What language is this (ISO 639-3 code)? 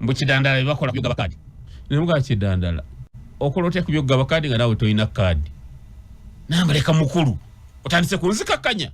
lug